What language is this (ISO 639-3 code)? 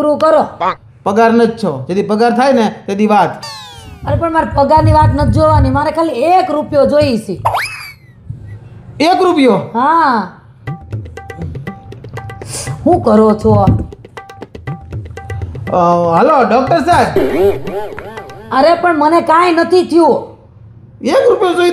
guj